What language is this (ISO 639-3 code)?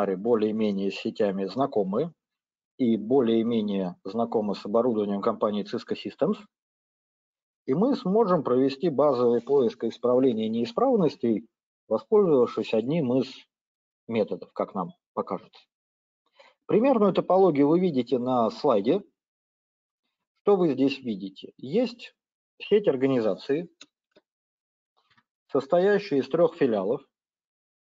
rus